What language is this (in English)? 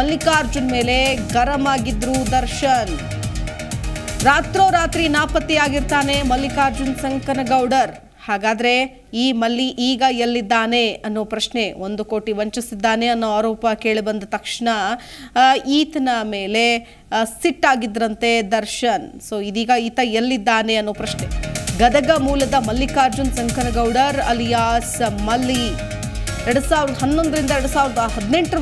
Kannada